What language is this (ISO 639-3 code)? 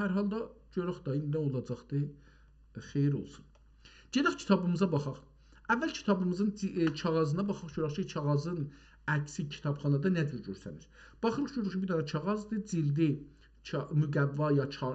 azb